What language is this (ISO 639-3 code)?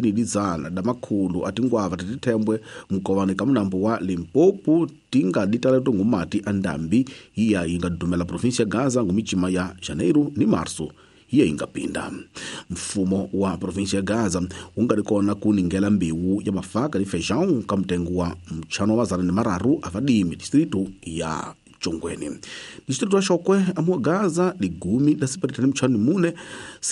tso